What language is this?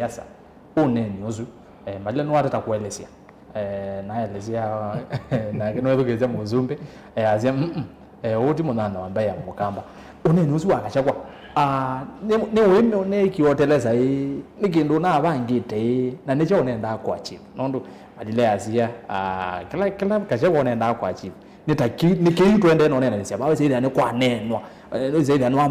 Kamba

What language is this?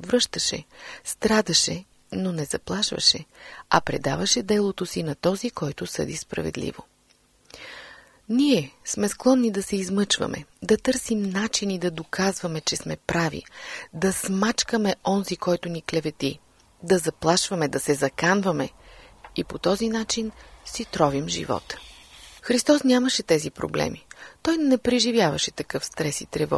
Bulgarian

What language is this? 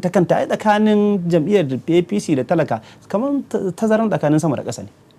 Hausa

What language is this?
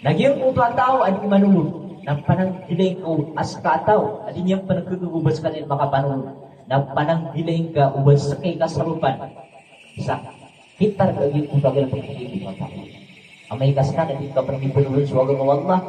Maranao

